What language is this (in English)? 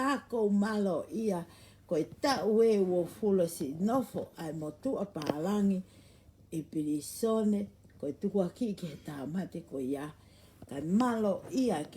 Tongan